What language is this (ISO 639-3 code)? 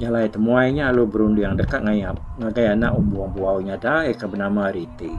iba